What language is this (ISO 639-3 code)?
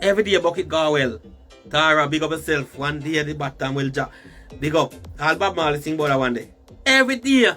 jam